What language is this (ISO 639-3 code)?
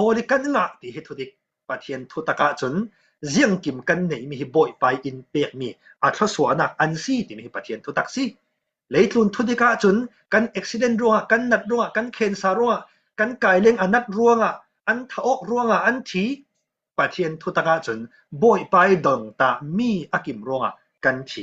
cfm